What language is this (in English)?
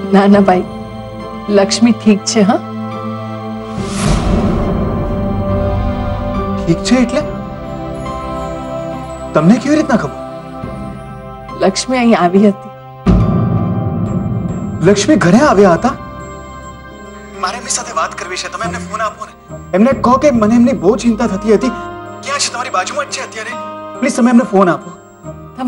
Gujarati